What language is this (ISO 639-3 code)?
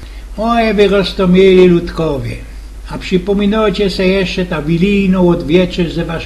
szl